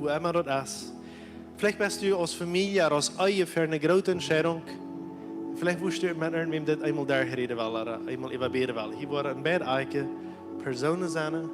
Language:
Plautdietsch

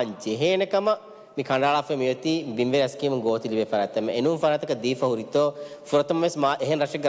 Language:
Divehi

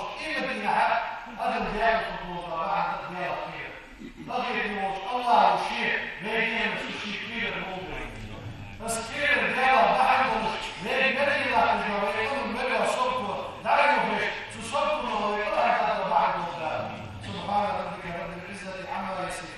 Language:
Ingush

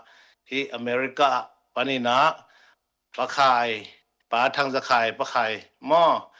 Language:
Tedim Chin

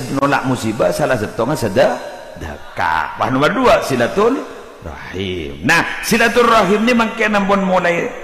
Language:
Madurese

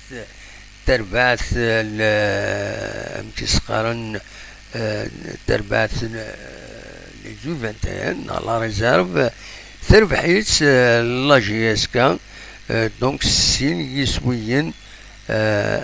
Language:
Kabyle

